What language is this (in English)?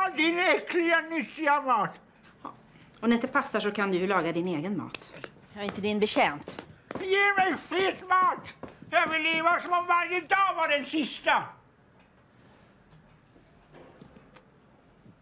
Swedish